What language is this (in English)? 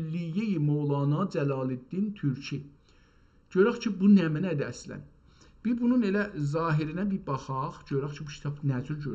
South Azerbaijani